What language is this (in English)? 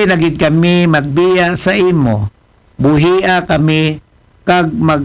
Aklanon